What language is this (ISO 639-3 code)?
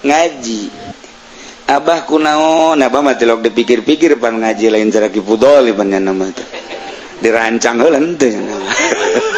sun